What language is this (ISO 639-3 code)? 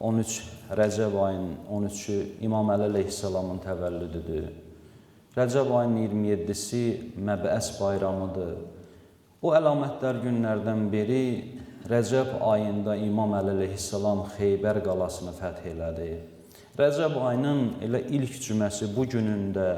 aze